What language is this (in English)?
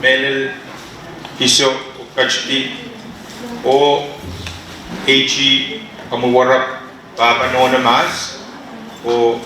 Pohnpeian